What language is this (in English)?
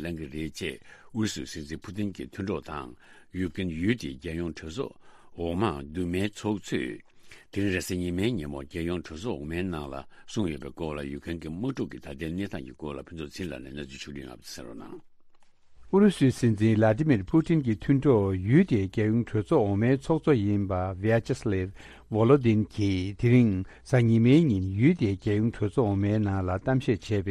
Tibetan